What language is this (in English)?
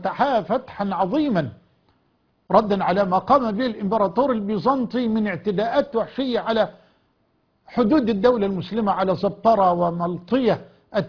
Arabic